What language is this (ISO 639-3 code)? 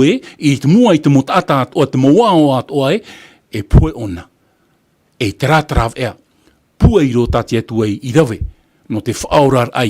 tah